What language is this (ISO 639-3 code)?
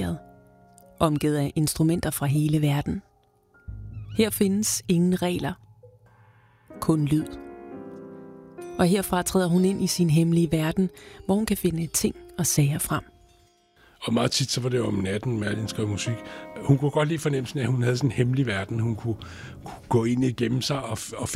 dan